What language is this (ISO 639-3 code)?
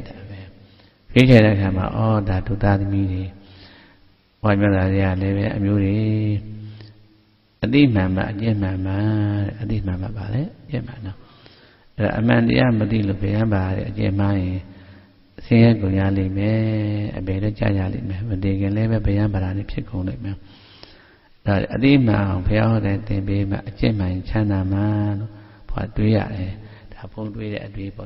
mya